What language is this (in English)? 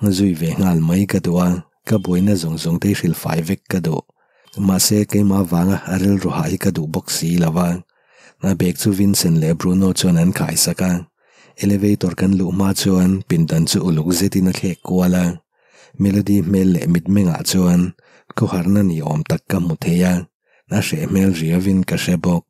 Mizo